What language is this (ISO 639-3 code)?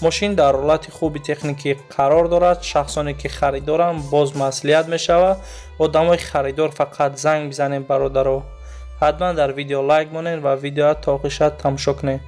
tgk